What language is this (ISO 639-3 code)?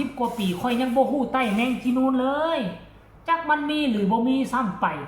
tts